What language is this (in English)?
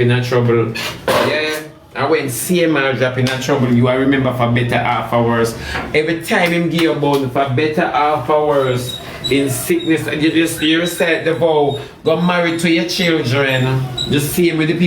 Jamaican Creole English